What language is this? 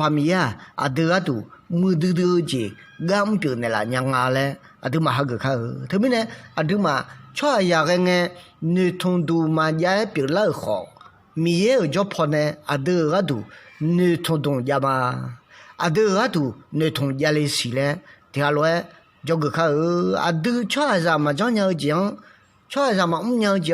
Akha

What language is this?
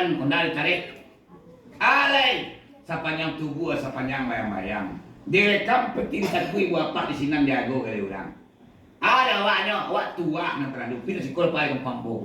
Minangkabau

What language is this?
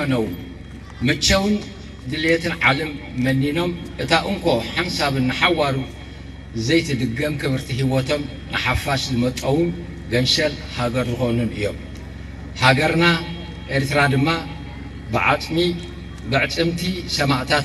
Tigrinya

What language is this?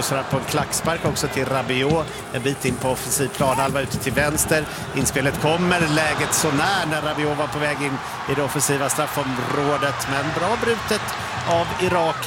Swedish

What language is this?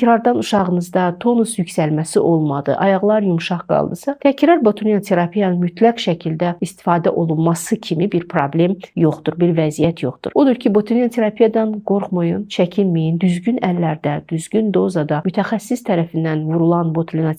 Azerbaijani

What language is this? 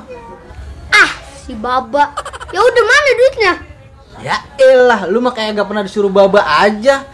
Betawi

